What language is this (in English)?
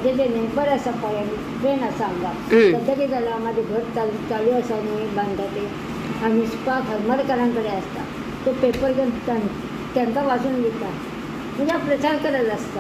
Konkani